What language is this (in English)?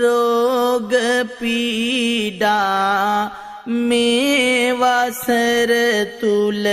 Sinhala